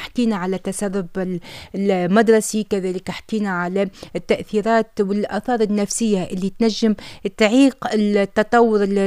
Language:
Tunisian Arabic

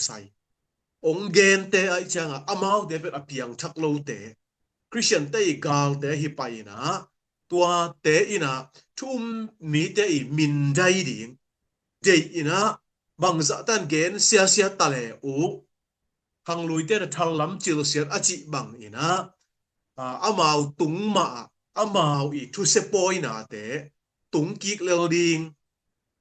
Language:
Tedim Chin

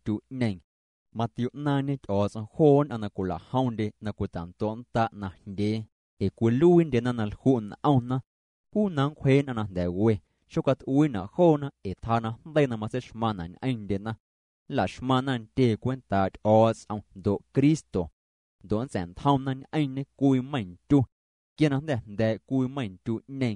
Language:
Guerrero Amuzgo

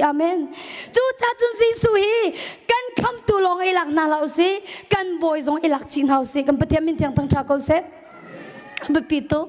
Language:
Hakha Chin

